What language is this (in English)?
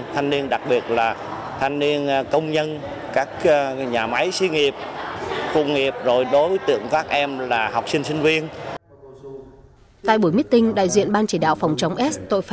Vietnamese